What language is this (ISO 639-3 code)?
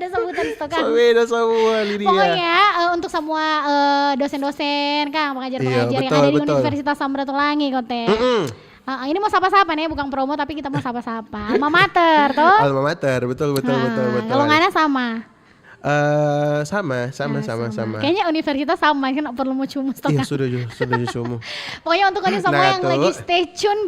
xmm